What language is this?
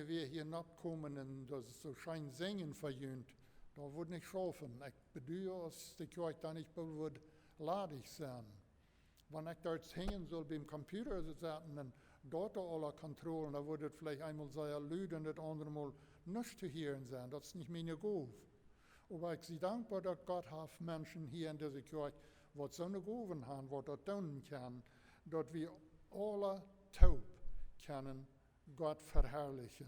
Plautdietsch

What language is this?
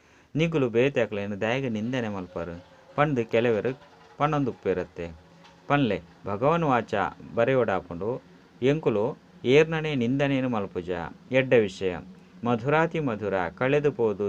Tulu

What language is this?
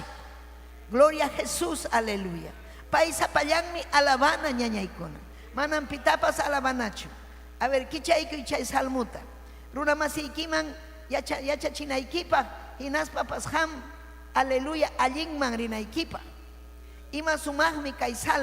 Ayacucho Quechua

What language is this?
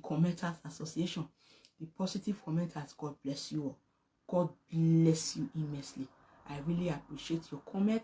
Nigerian Pidgin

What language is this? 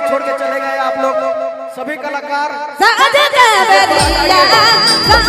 Sadri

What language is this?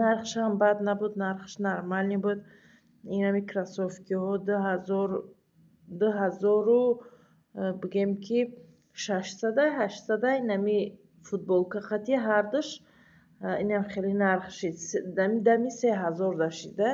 Tajik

